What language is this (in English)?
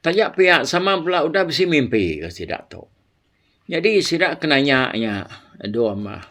Iban